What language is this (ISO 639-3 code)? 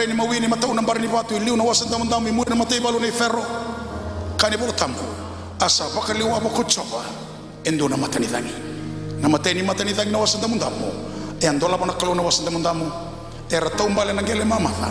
fij